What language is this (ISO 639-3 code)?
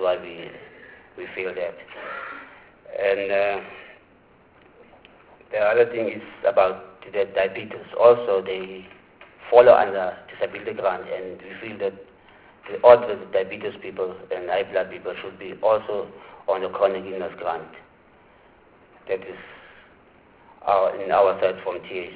eng